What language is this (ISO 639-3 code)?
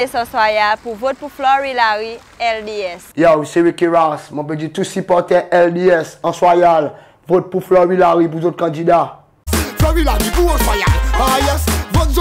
crs